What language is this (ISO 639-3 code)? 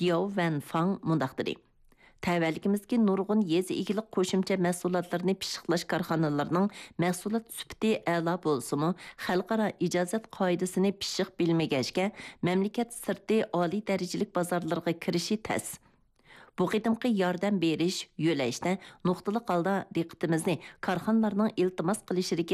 uig